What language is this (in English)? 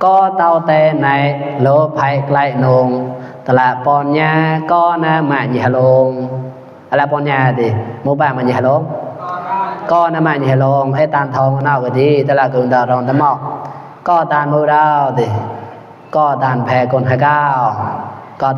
Mon